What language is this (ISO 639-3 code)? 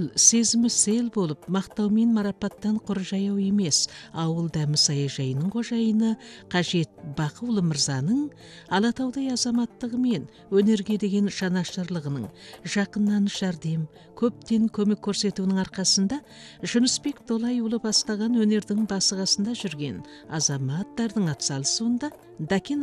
kaz